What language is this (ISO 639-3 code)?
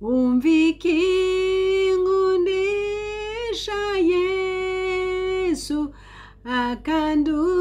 run